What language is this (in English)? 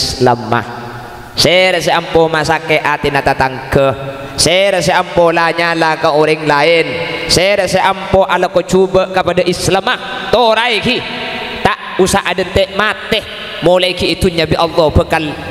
Madurese